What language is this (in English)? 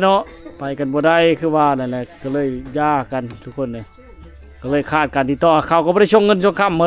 Lao